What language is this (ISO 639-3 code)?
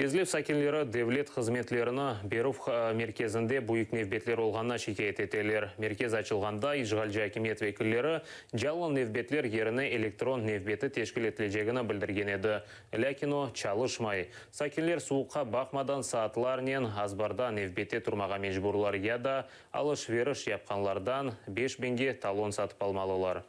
crh